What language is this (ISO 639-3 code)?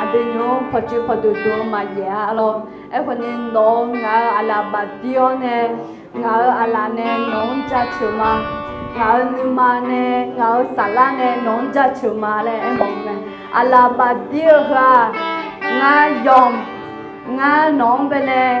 ahk